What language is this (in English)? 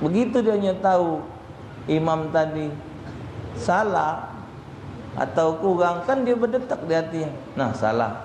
Musi